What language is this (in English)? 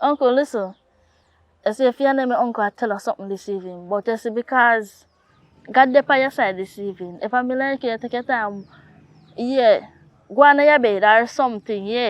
Jamaican Creole English